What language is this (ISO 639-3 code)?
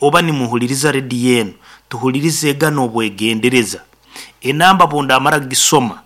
nyn